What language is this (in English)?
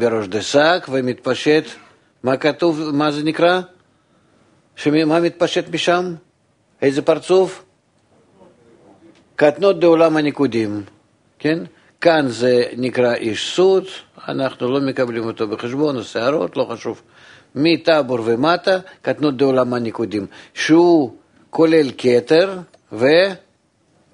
Hebrew